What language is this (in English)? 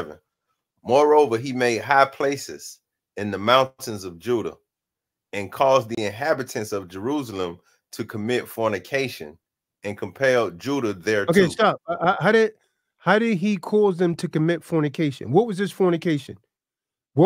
English